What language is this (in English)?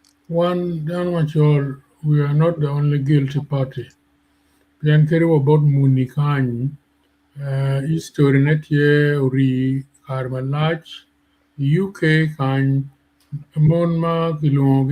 Acoli